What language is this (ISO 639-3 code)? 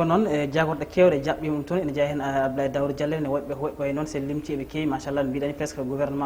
ful